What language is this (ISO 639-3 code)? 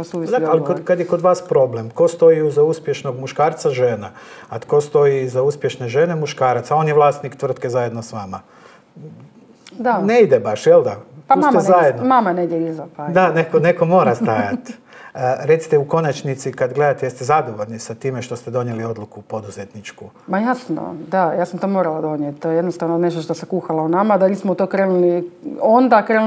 hrv